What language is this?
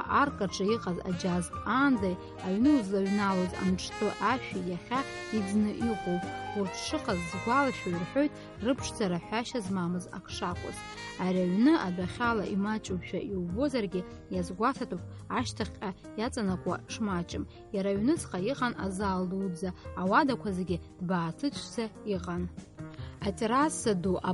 Abkhazian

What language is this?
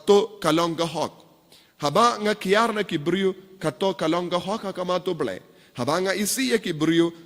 Khasi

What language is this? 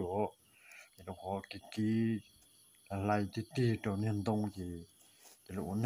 Hmong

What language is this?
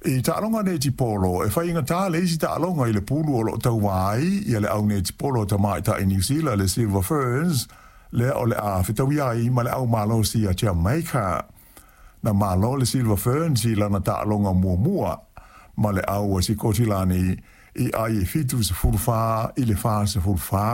Samoan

